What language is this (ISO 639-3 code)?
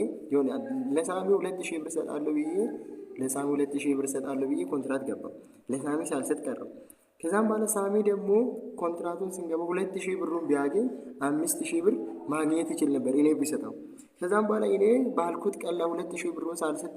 amh